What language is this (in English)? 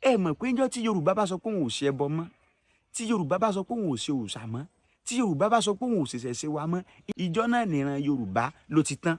Yoruba